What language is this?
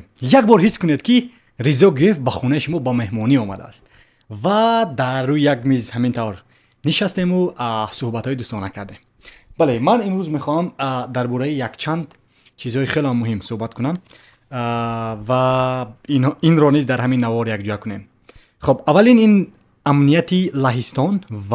Tajik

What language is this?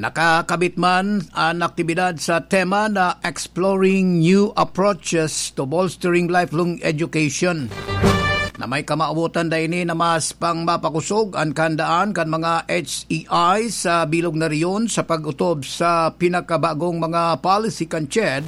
Bikol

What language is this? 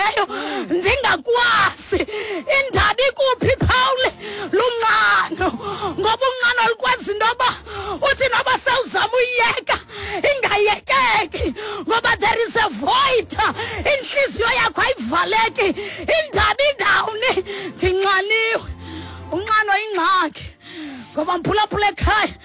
Xhosa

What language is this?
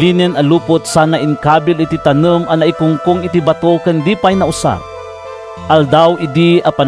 Iloko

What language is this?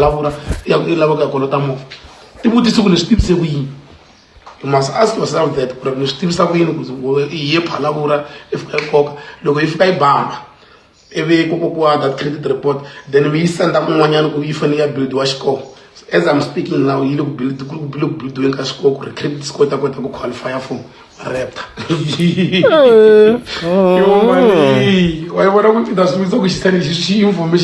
Tsonga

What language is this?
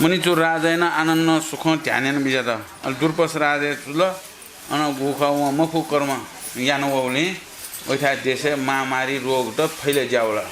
Newari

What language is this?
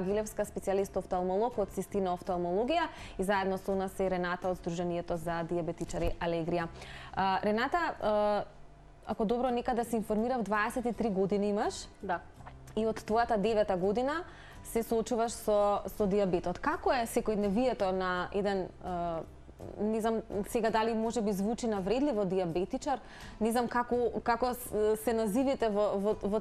Macedonian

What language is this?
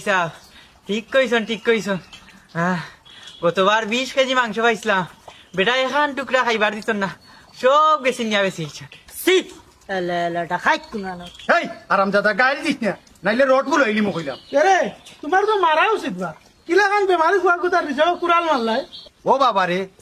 Sylheti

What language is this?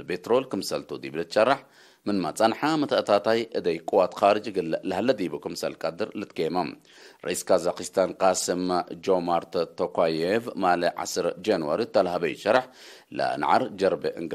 Tigre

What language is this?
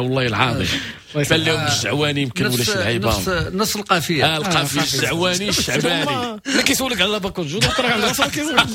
Moroccan Arabic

